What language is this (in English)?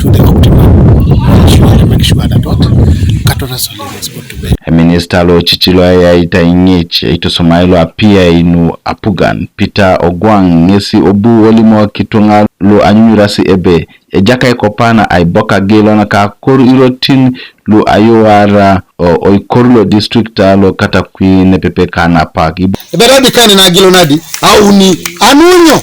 Teso